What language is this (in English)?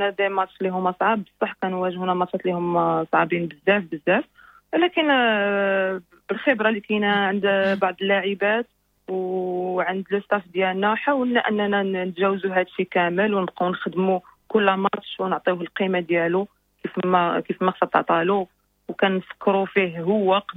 Moroccan Arabic